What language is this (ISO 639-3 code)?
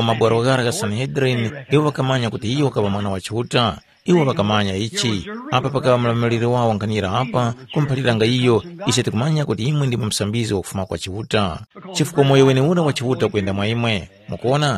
tum